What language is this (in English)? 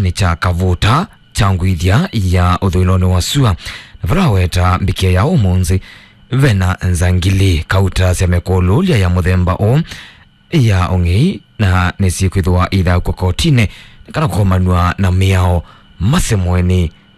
Kamba